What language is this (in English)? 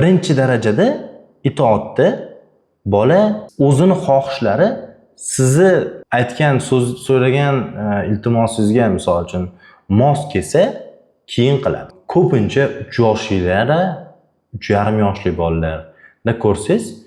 Uzbek